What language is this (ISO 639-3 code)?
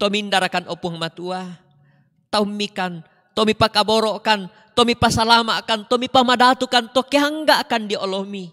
sda